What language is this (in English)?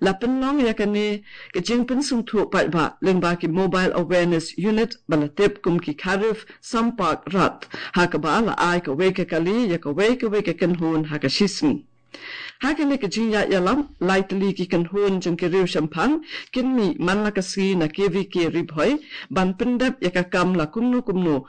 Khasi